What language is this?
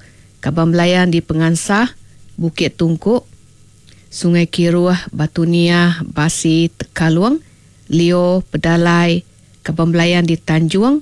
Iban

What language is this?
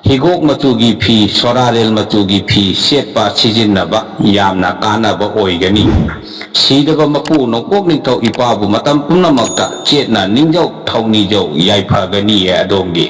Manipuri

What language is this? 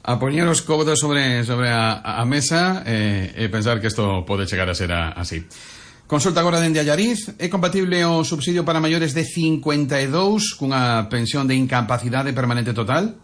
Galician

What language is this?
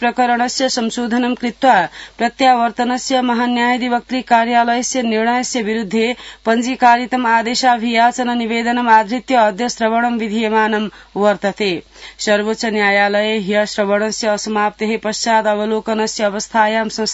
Sanskrit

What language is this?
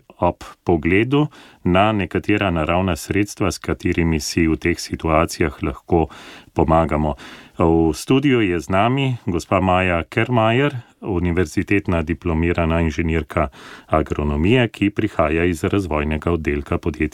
Slovenian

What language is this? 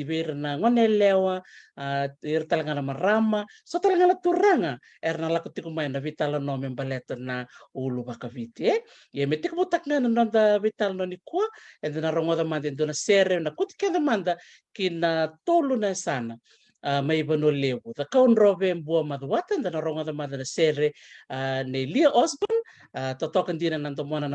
Fijian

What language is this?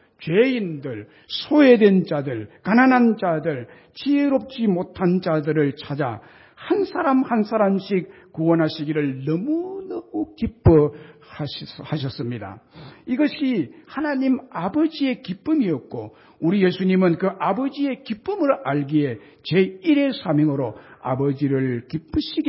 Korean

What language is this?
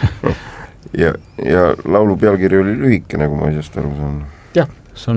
Estonian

